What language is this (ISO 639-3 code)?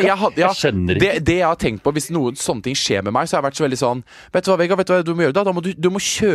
nor